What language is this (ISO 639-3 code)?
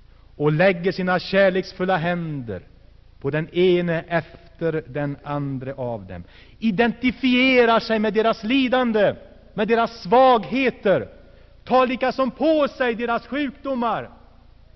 swe